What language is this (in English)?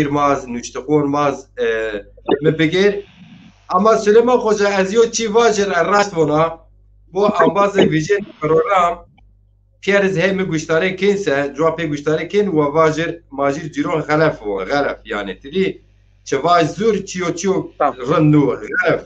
Zaza